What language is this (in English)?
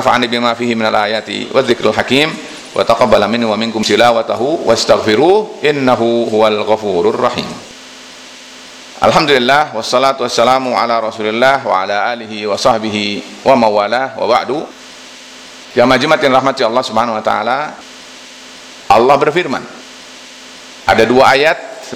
Indonesian